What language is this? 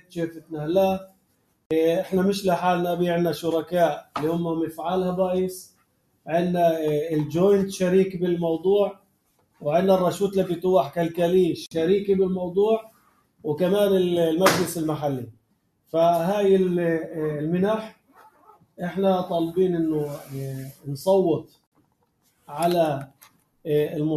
North Levantine Arabic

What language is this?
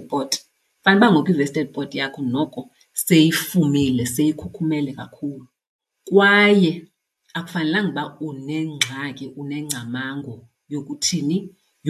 Xhosa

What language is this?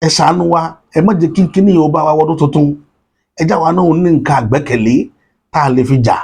Yoruba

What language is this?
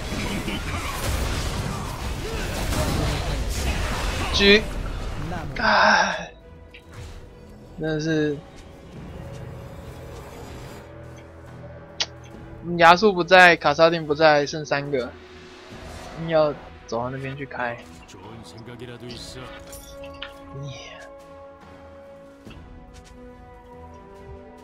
Chinese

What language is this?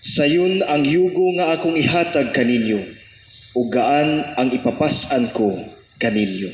Cebuano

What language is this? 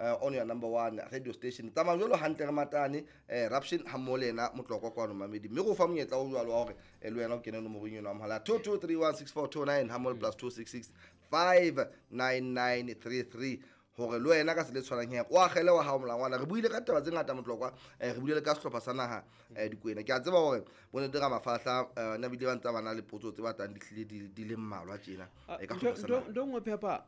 Southern Sotho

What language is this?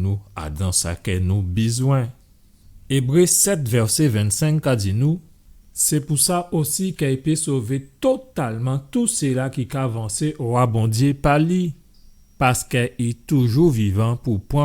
Guadeloupean Creole French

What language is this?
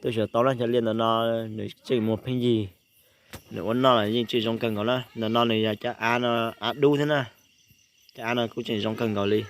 Hmong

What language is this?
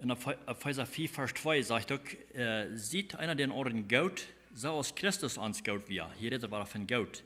Plautdietsch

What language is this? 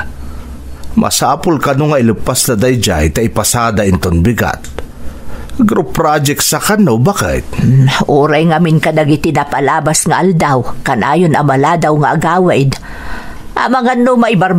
Iloko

